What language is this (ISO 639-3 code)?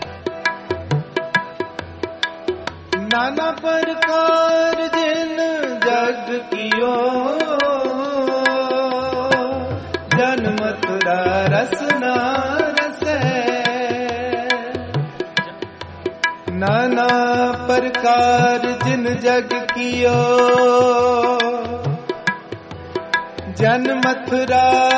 pan